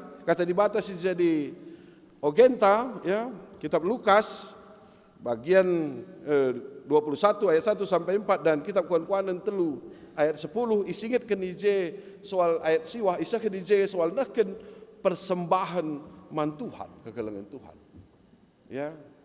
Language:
Batak Karo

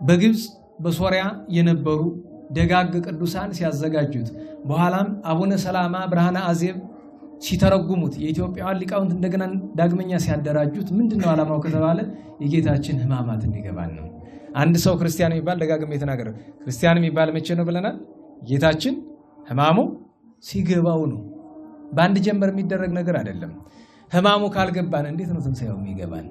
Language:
Amharic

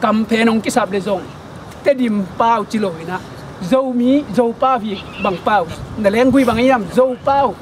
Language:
Tedim Chin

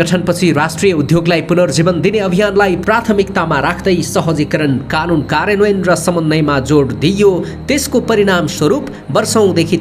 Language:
Nepali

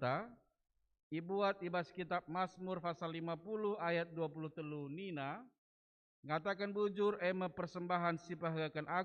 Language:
Batak Karo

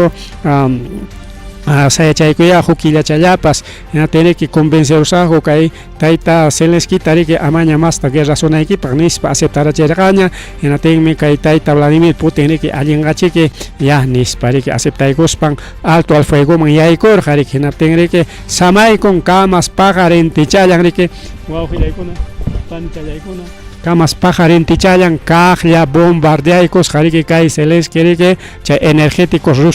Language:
Ayacucho Quechua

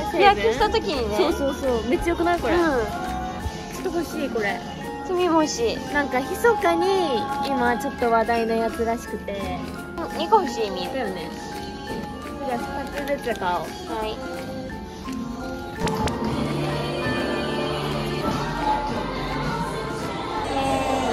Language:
Japanese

